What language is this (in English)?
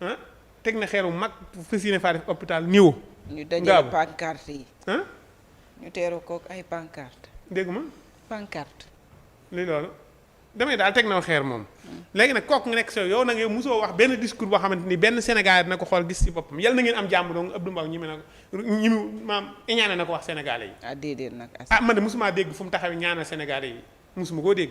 Wolof